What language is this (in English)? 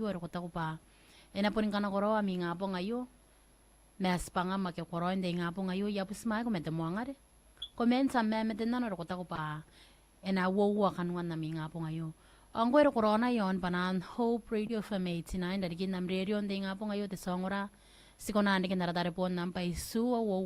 Gilbertese